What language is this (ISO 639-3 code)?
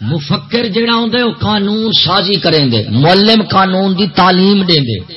skr